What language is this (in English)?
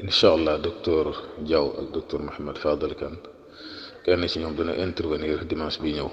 Wolof